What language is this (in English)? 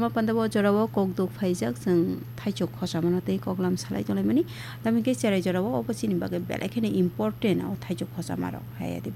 Kok Borok